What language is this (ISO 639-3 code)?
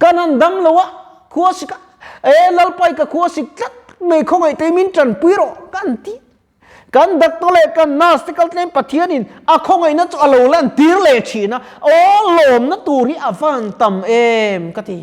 lus